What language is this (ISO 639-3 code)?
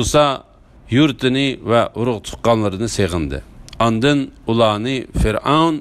uig